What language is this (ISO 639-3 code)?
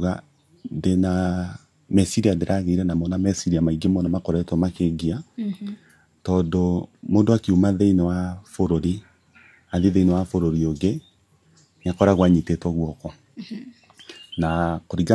kik